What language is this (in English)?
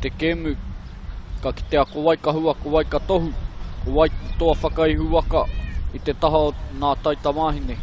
Māori